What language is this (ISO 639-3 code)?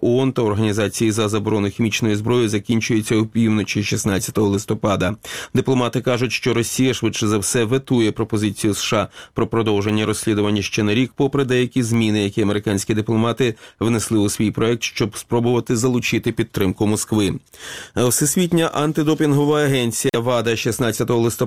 ukr